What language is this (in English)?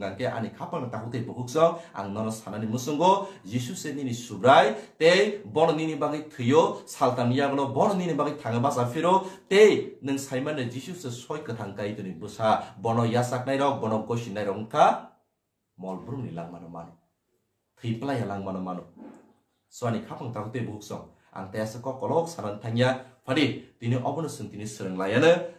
Kok Borok